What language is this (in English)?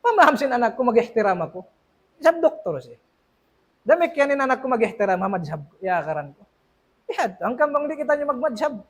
Tausug